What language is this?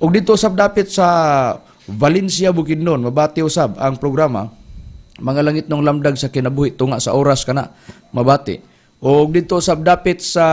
Cebuano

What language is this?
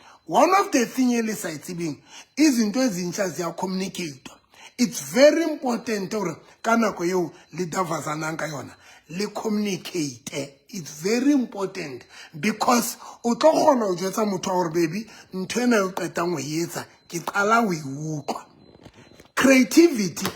Southern Sotho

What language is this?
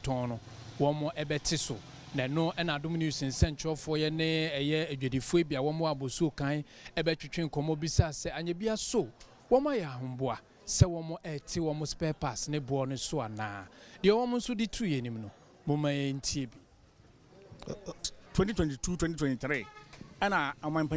Akan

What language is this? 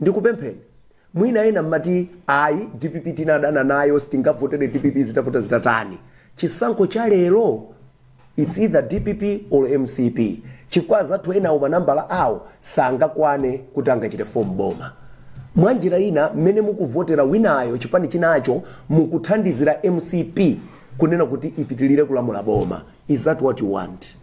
Nyanja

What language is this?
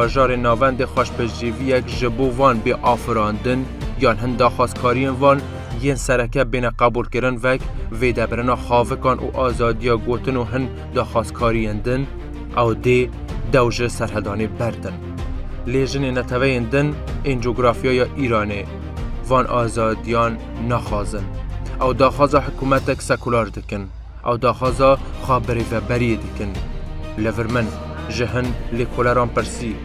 Kurdish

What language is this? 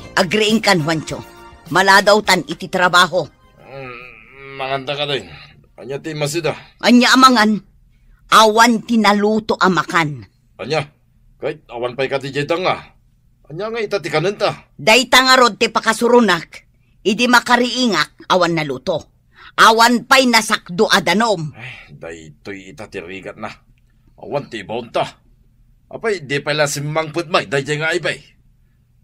Iloko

